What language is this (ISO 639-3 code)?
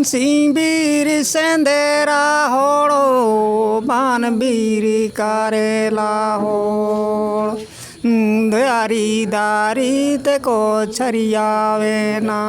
sat